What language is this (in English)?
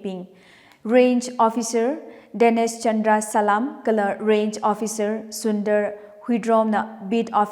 Tangkhul Naga (India)